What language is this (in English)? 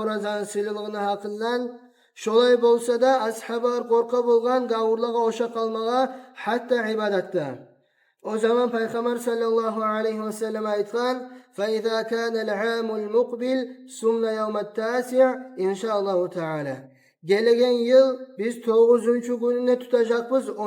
Kumyk